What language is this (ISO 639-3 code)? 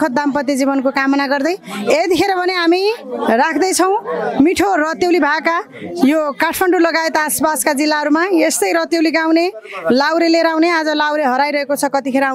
nep